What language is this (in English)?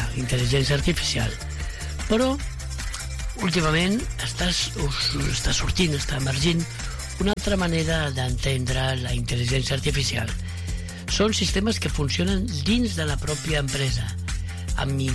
Catalan